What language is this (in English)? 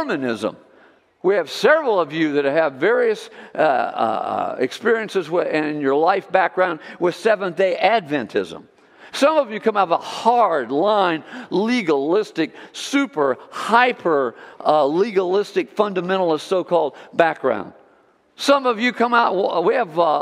English